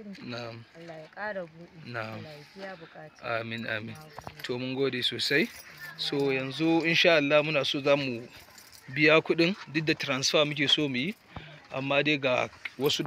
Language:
Hausa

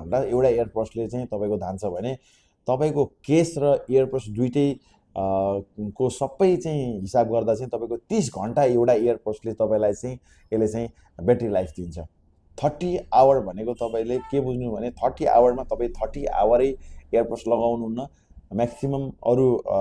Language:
Nepali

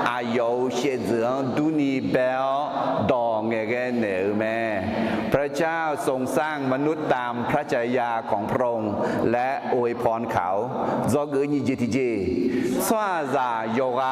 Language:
Akha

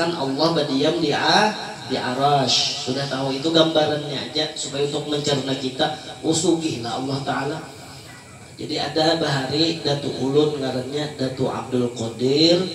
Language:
Banjar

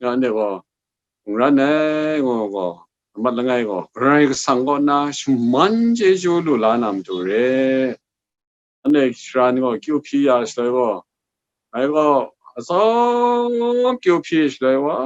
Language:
Kachin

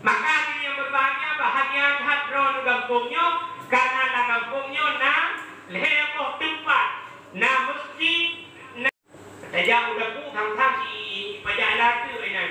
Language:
Achinese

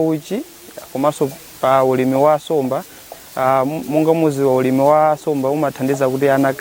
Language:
Nyanja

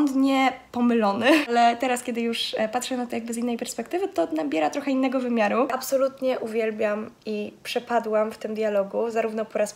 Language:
Polish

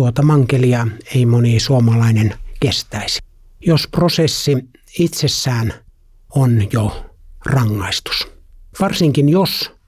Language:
Finnish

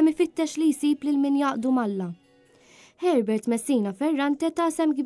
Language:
Maltese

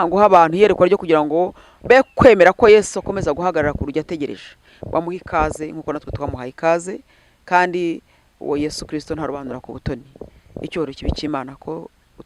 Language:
Kinyarwanda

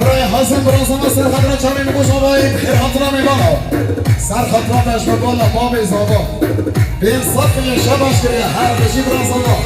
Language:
Kurdish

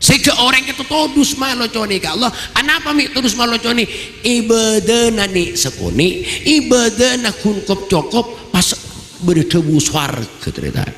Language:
Madurese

